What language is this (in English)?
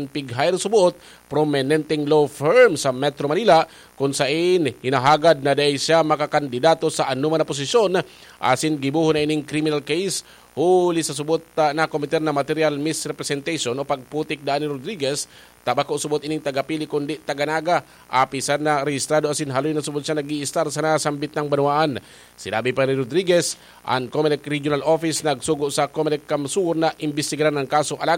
Bikol